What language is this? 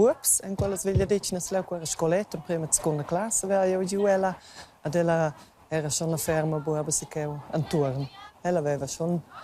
Romansh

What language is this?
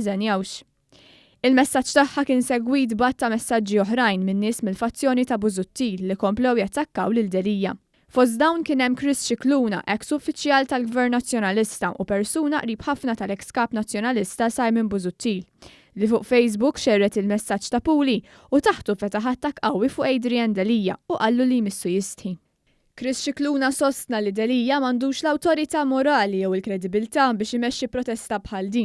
Maltese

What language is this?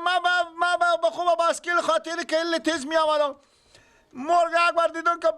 Persian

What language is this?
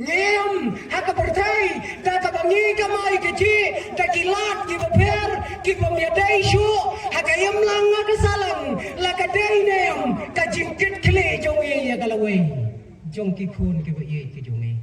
Khasi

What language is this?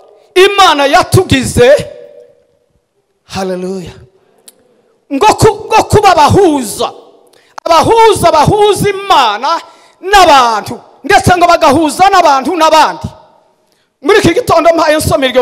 Kinyarwanda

